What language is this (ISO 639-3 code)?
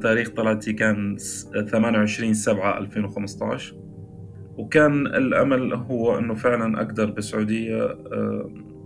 apc